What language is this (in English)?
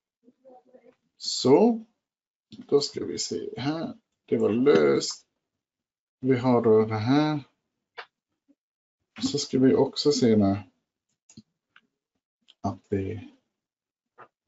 Swedish